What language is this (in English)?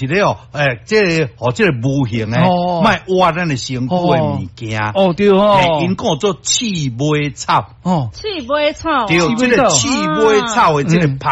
Min Nan Chinese